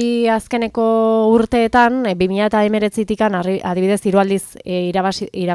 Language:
Basque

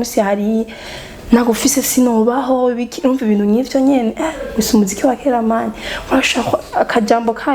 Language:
Rundi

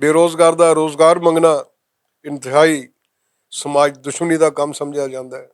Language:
Western Panjabi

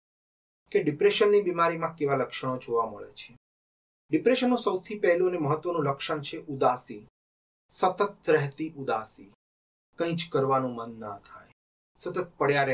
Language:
Gujarati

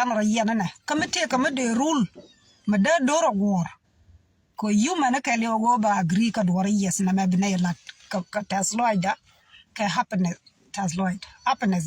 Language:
Nuer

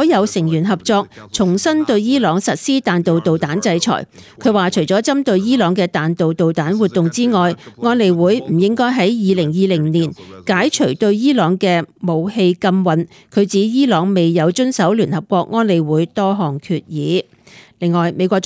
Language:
Cantonese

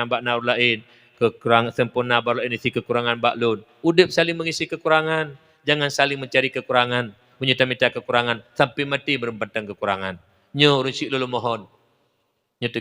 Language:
Achinese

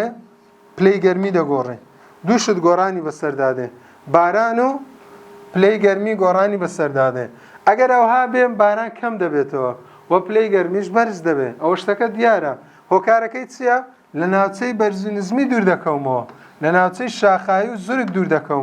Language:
Central Kurdish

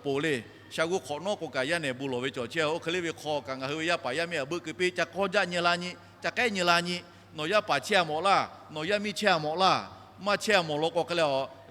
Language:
Lahu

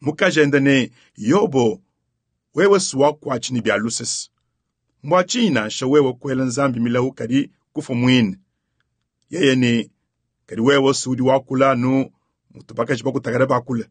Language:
Luba-Lulua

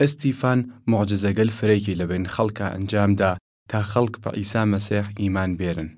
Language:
Southern Kurdish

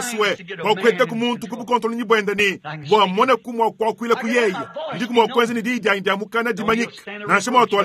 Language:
Luba-Lulua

